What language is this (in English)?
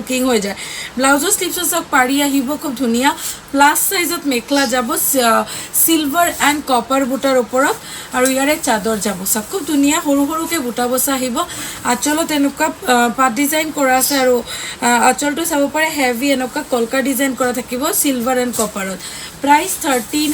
Assamese